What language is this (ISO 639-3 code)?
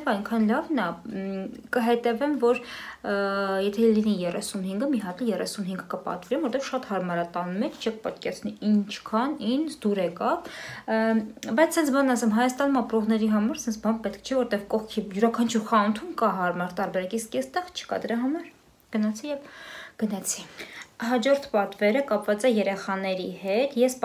hye